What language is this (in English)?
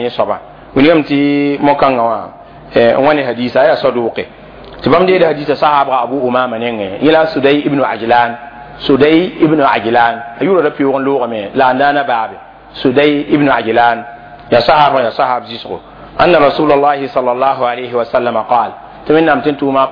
Mossi